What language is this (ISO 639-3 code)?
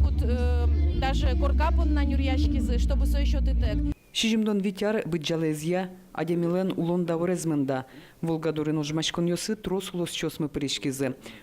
udm